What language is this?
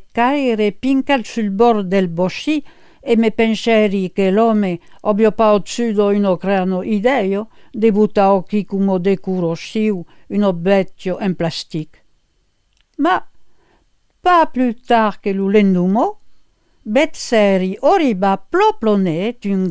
Occitan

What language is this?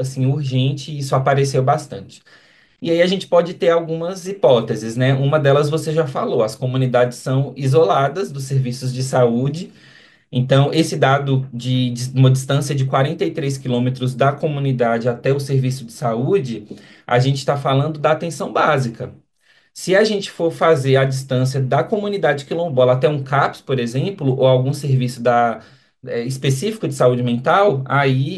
Portuguese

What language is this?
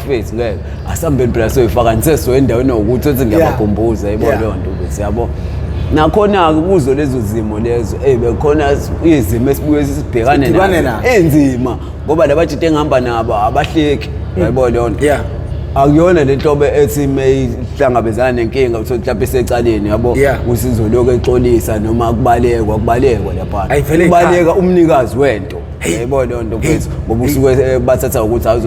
Zulu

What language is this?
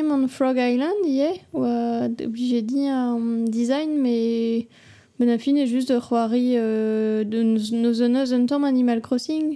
Breton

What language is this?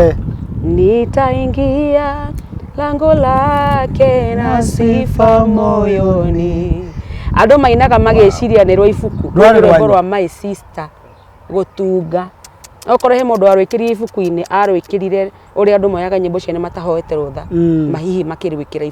Kikuyu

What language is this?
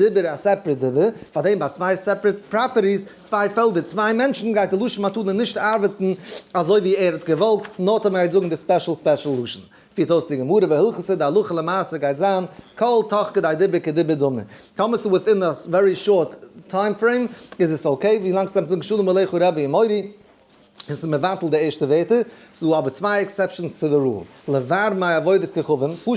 Yiddish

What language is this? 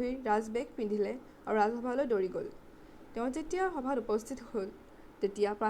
Assamese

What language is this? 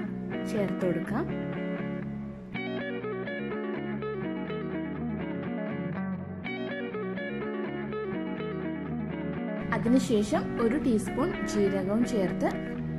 Malayalam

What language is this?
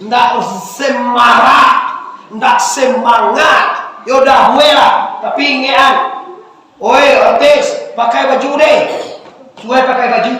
Minangkabau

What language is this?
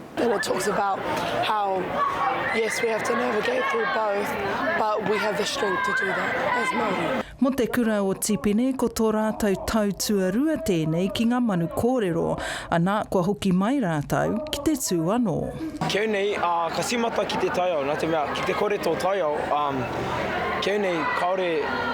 Māori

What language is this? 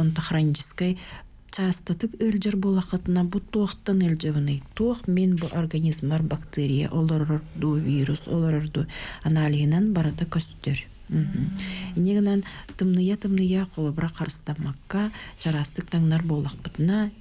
Yakut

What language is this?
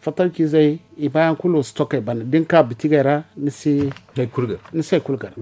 Zarma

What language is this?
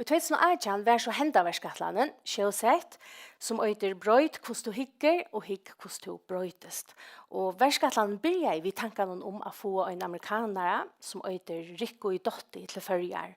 Faroese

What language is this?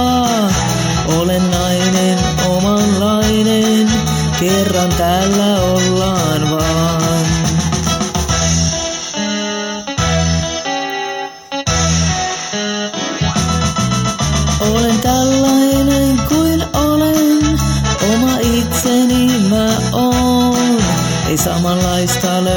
Finnish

